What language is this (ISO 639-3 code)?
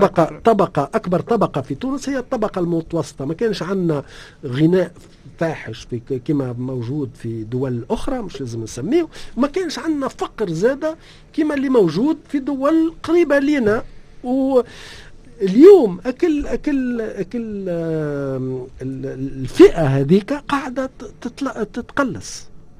aeb